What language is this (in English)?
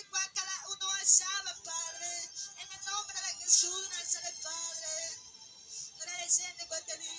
Guarani